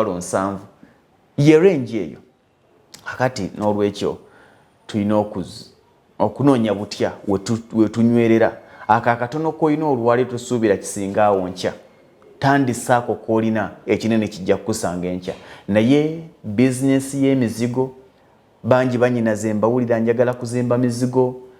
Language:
Ganda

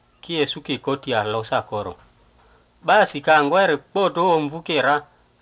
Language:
Teso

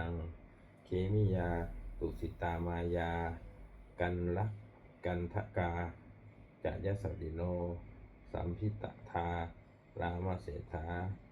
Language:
Pali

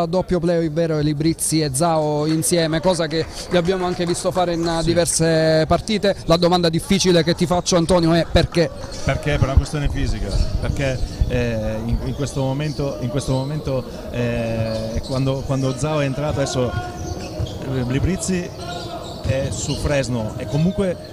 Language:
Italian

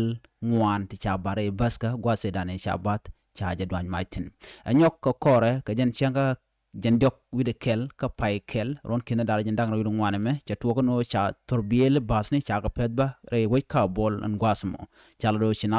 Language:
Nuer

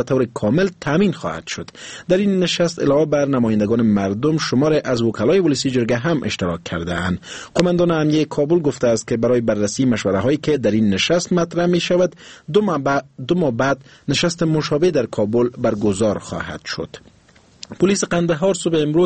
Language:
Persian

